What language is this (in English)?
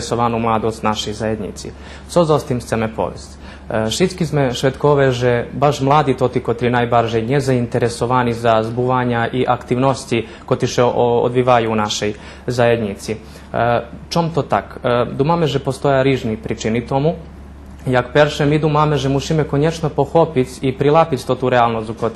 Rusyn